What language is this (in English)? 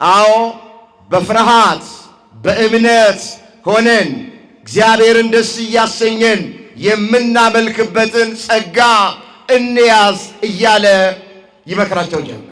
Amharic